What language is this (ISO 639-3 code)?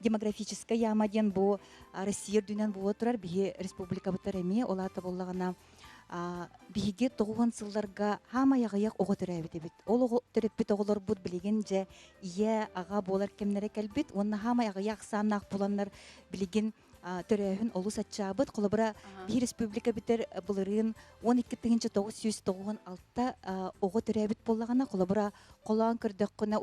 sah